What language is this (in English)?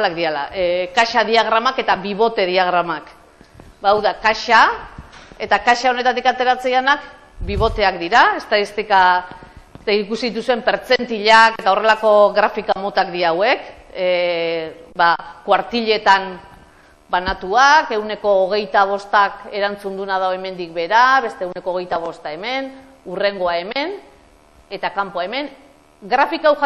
Basque